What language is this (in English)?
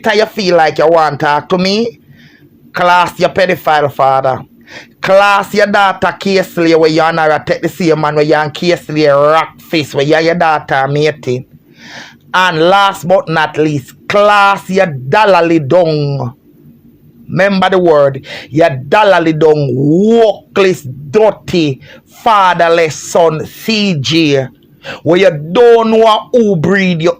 Jamaican Creole English